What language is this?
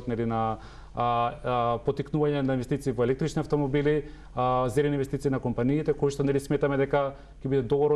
Macedonian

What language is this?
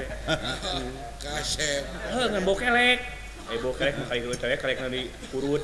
Sundanese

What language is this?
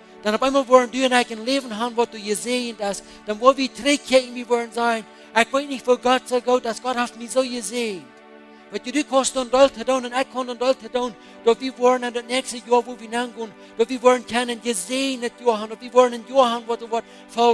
Plautdietsch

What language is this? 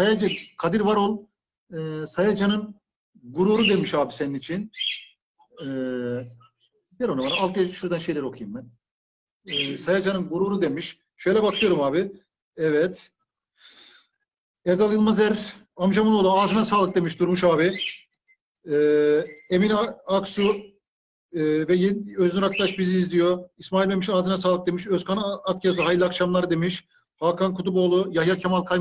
Turkish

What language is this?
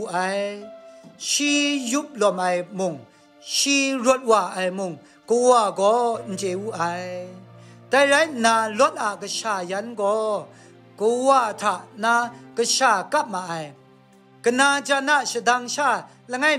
Kachin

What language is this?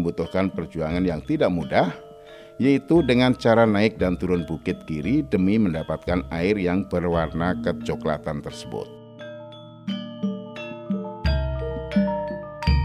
Indonesian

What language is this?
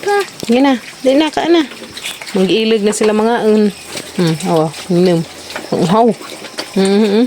Cebuano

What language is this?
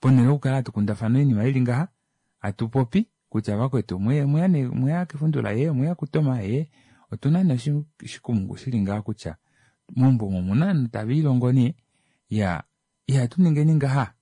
Kuanyama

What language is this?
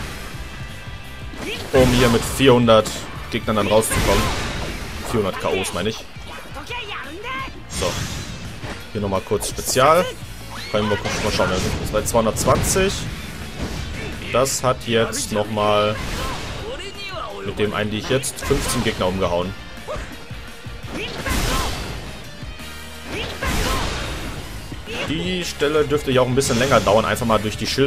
German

